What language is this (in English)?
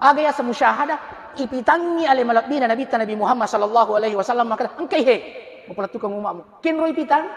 Buginese